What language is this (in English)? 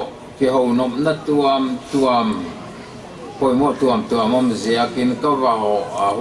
Paite Chin